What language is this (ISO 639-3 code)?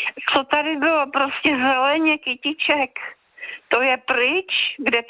ces